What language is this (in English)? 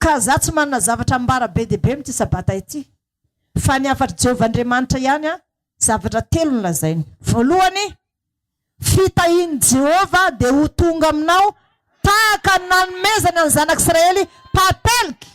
Malagasy